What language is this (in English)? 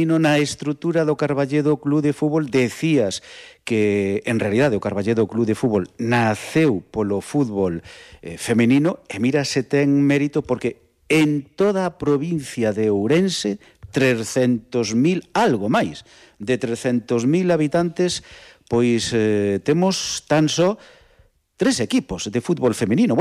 Galician